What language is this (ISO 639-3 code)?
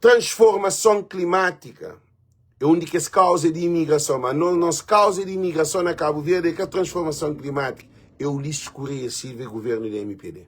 kea